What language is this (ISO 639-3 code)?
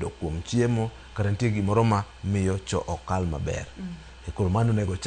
luo